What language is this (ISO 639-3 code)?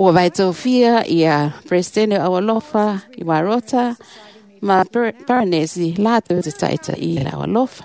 smo